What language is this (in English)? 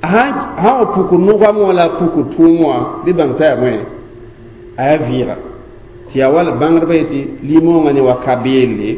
Mossi